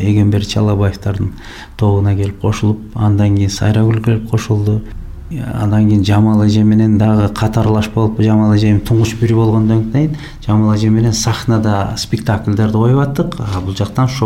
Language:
Kyrgyz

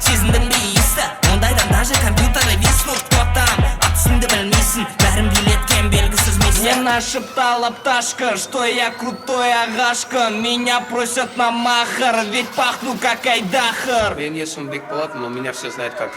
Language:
Kara-Kalpak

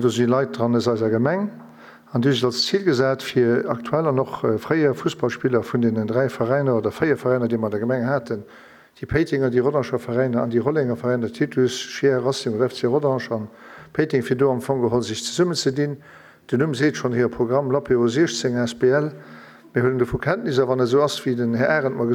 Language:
Luxembourgish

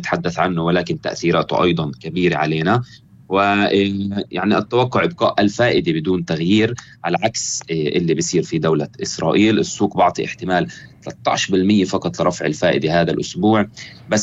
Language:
North Levantine Arabic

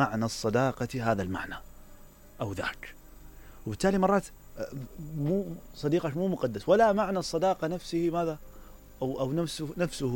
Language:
Mesopotamian Arabic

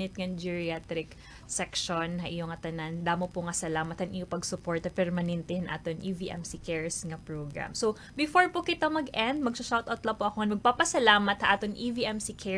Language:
Waray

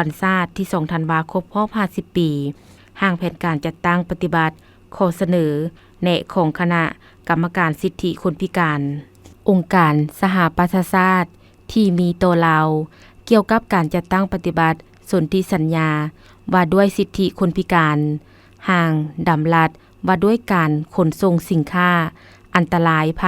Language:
Lao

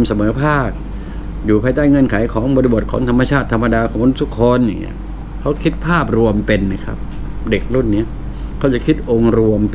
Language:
Thai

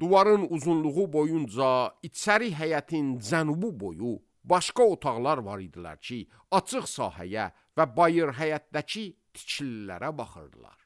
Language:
Azerbaijani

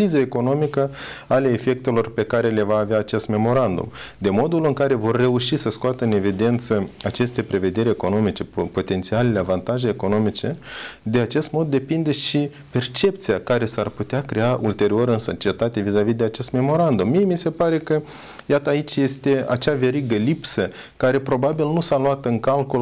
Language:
Romanian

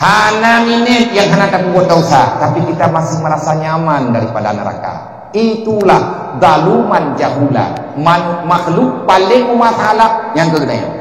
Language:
Achinese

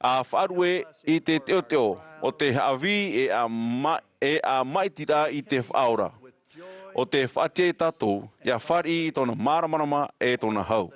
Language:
Tahitian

